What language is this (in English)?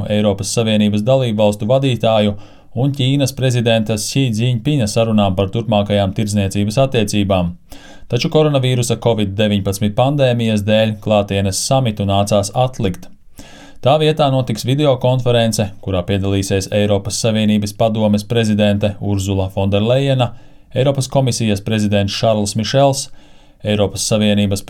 Latvian